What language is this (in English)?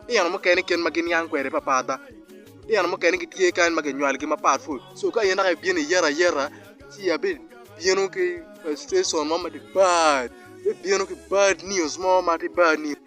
Acoli